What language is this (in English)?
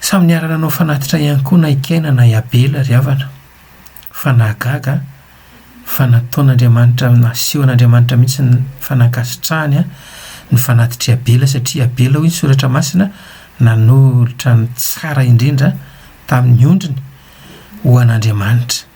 Malagasy